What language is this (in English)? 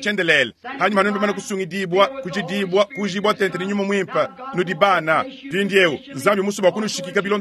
Luba-Lulua